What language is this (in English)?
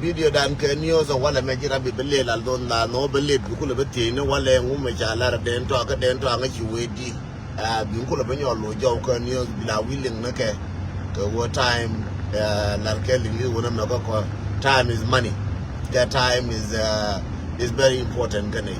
Nuer